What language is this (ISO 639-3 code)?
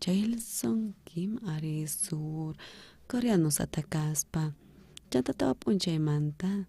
quh